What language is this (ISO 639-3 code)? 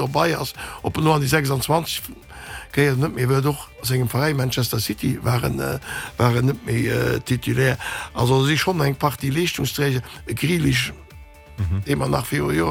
ltz